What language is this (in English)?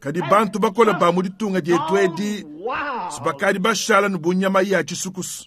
Luba-Lulua